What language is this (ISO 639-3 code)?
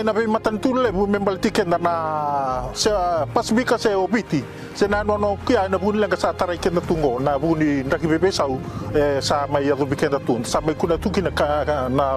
fij